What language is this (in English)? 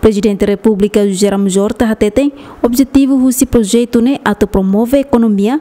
Tetum